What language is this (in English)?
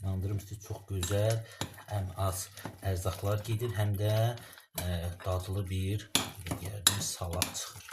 Azerbaijani